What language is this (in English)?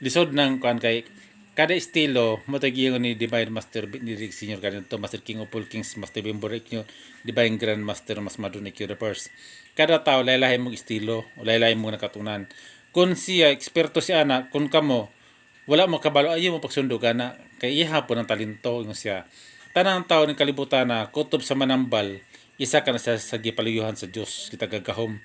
Cebuano